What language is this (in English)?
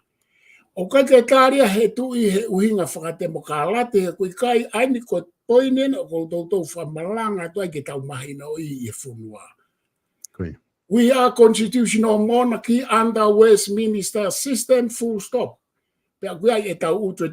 Tongan